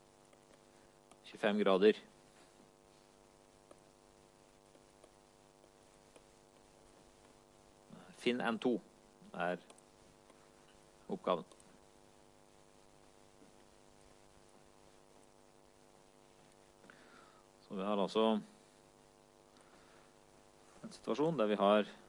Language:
Norwegian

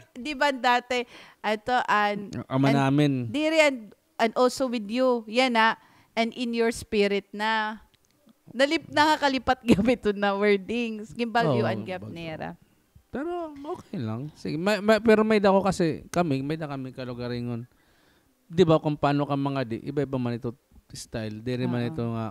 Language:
Waray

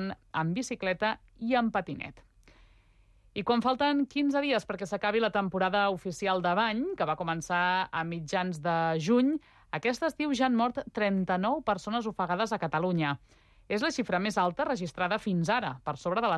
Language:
Catalan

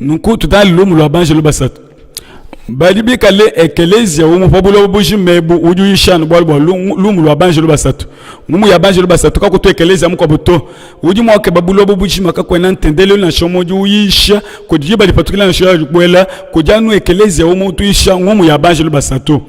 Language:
Luba-Lulua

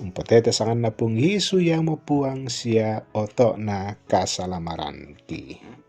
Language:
Toraja-Sa'dan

